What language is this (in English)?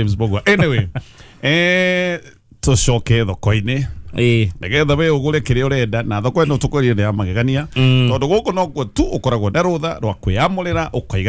Kikuyu